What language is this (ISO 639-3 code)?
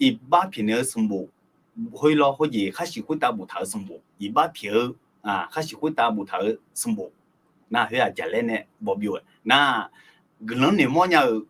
ahk